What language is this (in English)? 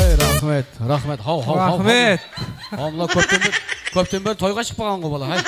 Kara-Kalpak